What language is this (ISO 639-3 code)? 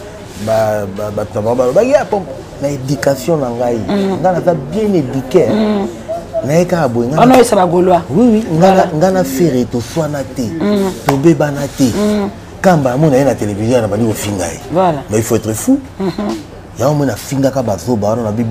lin